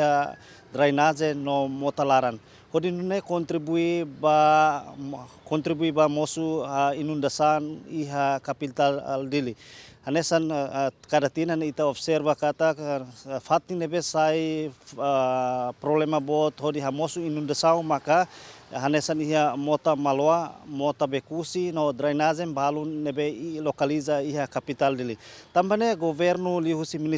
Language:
Tetum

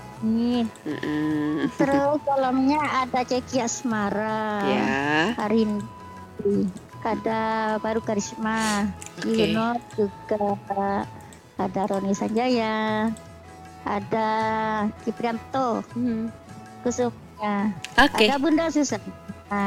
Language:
Indonesian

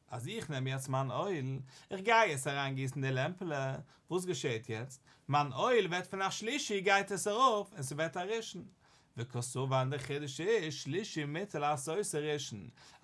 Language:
Yiddish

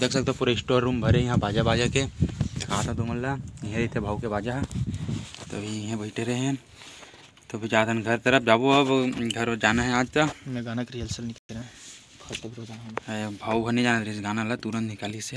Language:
Chhattisgarhi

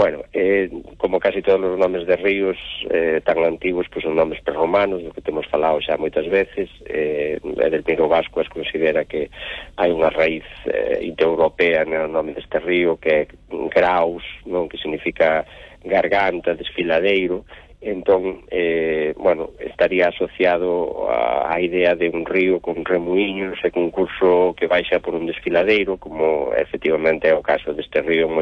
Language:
Galician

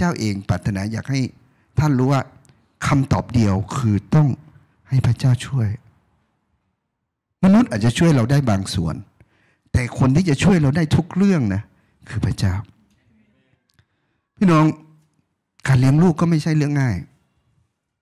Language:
Thai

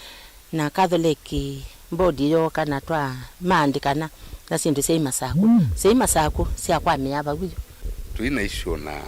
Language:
Kamba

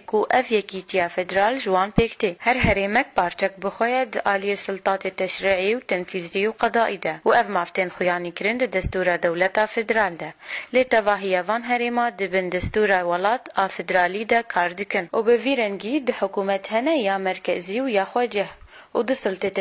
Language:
Kurdish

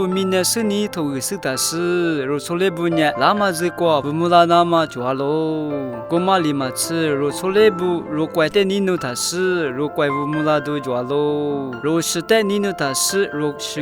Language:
Lisu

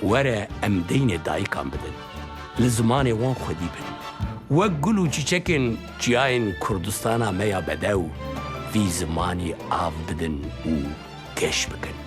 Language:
Kurdish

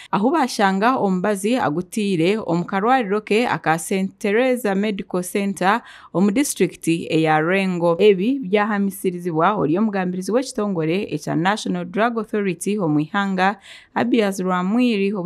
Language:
Nyankole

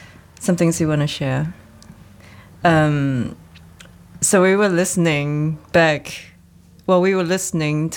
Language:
English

